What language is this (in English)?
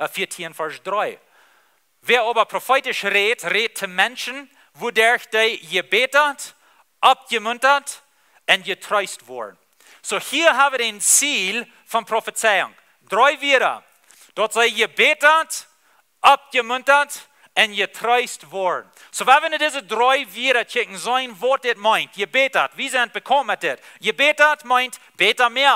Plautdietsch